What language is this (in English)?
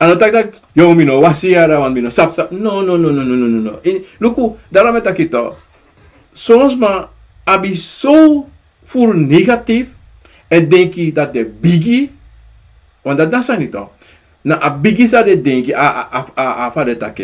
Sranan Tongo